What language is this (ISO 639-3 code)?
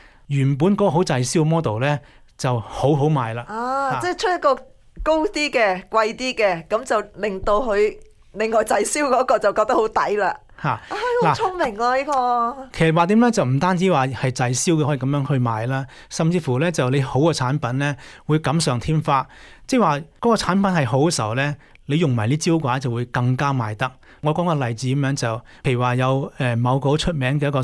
yue